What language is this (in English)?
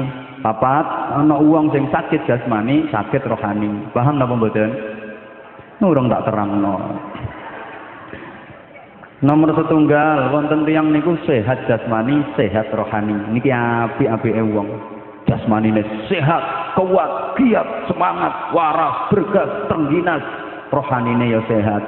Javanese